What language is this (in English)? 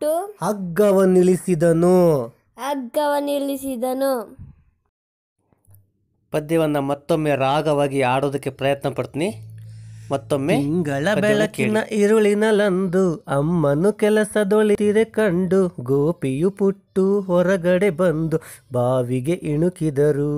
Kannada